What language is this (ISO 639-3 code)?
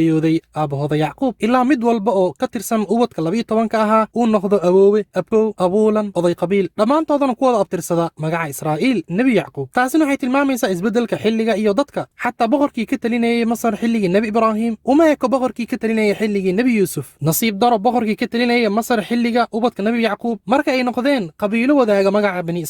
som